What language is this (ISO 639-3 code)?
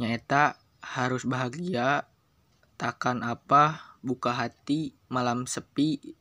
sun